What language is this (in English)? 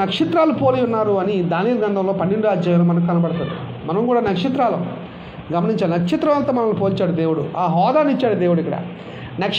Telugu